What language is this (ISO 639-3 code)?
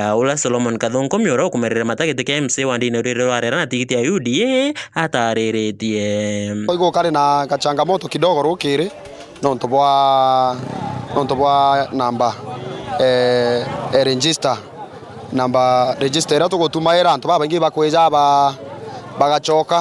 mer